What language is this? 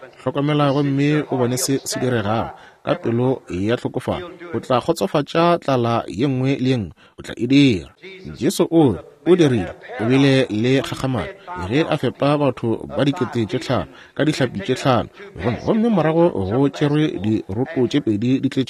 Northern Sotho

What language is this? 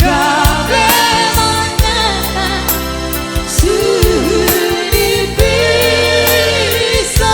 Batak Simalungun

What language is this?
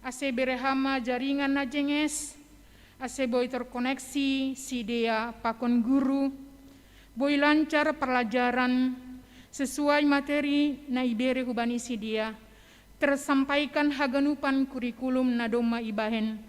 Batak Simalungun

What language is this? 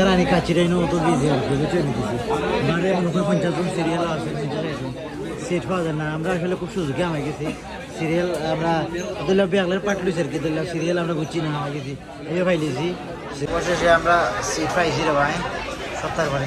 Sylheti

